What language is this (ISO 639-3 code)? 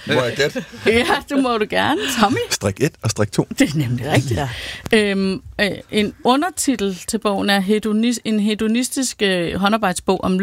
dan